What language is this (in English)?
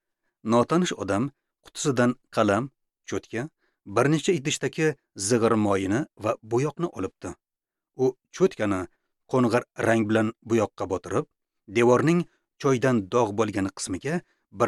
Uzbek